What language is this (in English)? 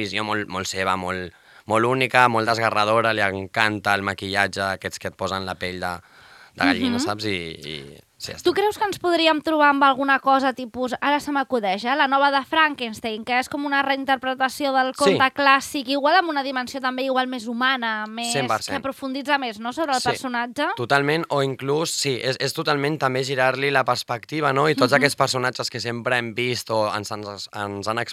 Catalan